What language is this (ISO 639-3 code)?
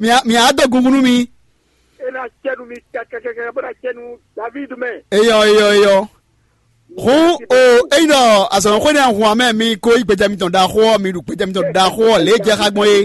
fon